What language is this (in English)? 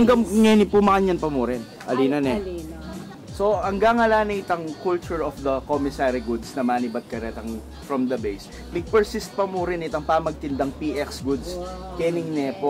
Pampanga